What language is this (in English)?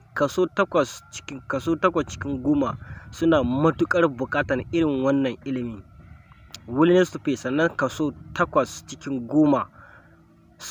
Hausa